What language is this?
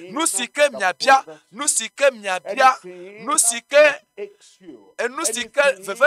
Ewe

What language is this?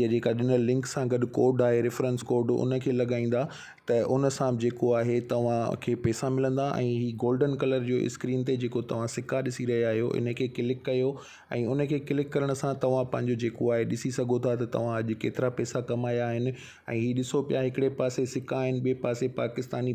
Sindhi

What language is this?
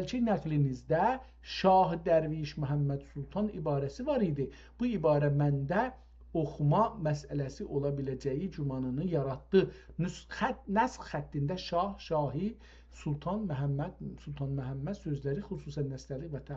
South Azerbaijani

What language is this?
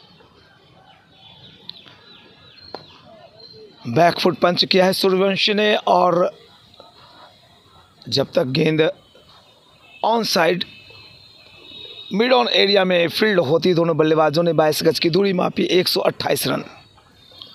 Hindi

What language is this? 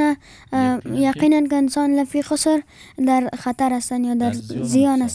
Persian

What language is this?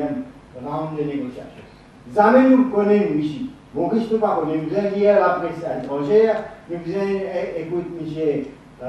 Morisyen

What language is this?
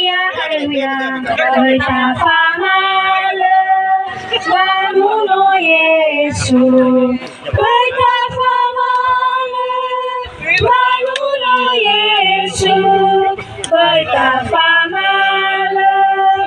Nias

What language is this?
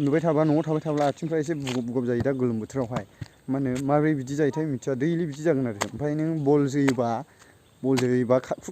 Bodo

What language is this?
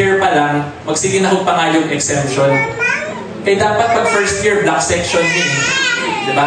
Cebuano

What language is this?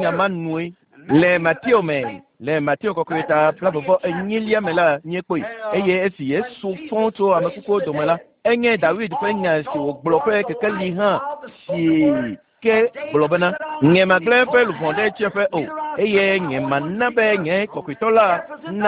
Ewe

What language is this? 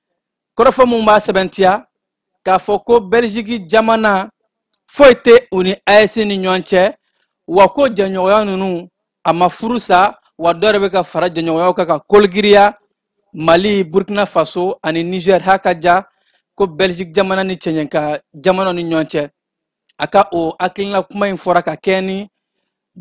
Bambara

